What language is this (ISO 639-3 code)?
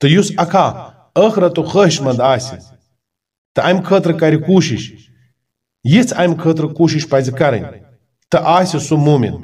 kas